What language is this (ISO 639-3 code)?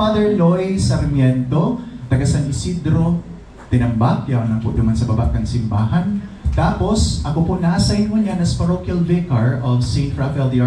bik